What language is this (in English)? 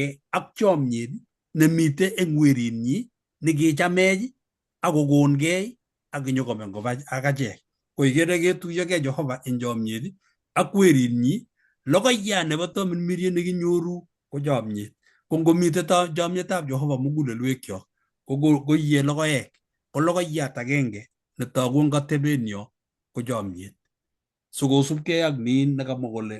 Kalenjin